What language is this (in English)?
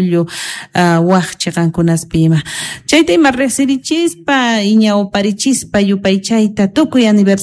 South Bolivian Quechua